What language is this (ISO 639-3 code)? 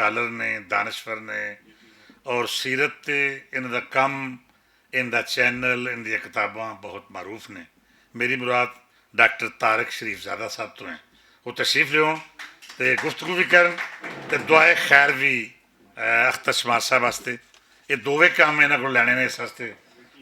lah